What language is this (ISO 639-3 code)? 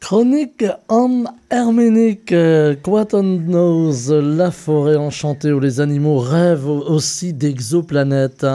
bre